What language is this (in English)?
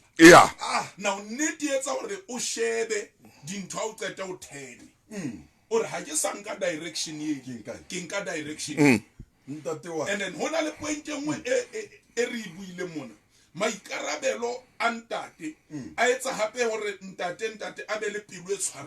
Southern Sotho